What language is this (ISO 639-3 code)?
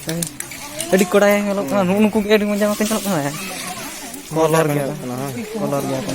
sat